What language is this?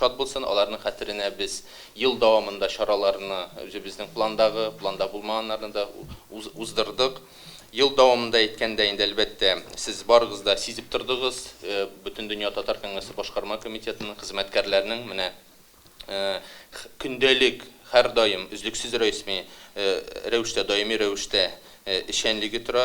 Tatar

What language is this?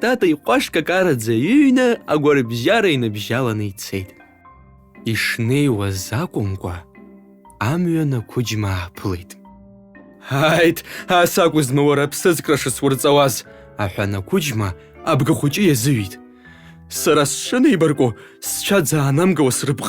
Abkhazian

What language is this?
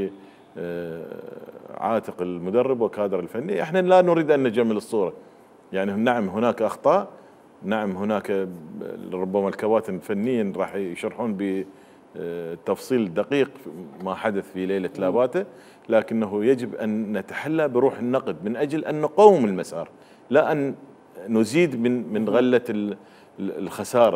Mesopotamian Arabic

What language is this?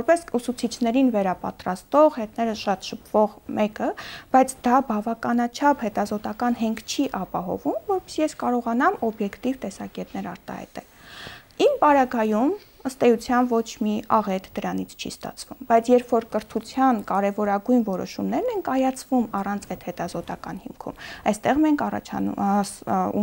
Armenian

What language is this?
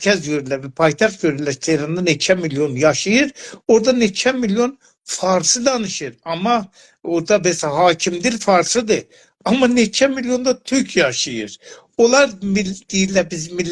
South Azerbaijani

